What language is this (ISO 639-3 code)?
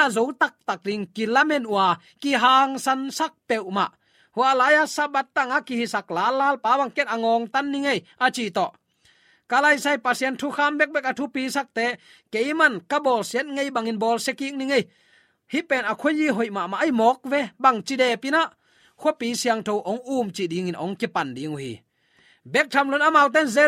ctd